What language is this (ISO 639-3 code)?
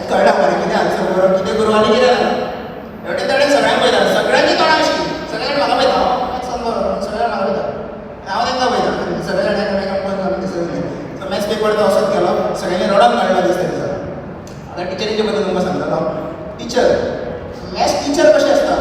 kok